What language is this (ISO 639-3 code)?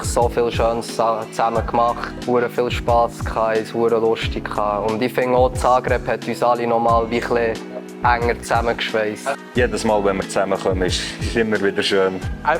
gsw